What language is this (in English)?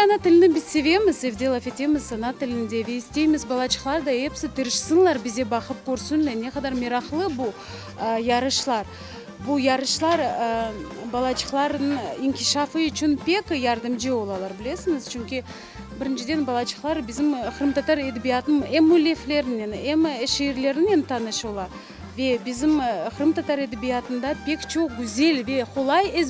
Crimean Tatar